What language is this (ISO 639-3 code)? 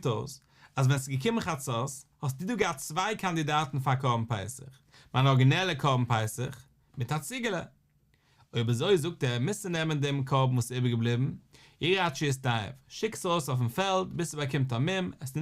yid